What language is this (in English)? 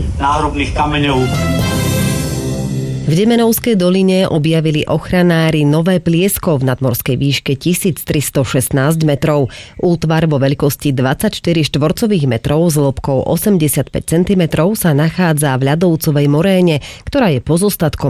Slovak